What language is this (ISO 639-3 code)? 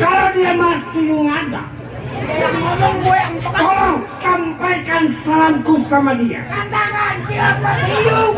bew